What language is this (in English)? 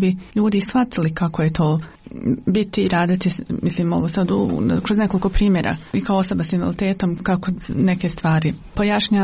Bosnian